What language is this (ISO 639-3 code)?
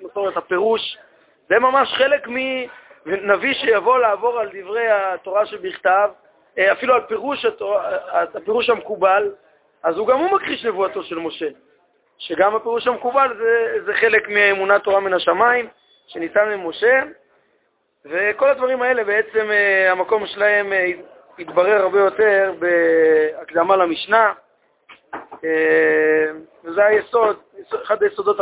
heb